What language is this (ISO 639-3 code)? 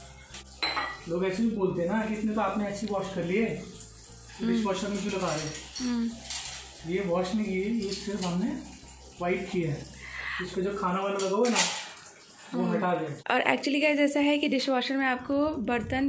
hin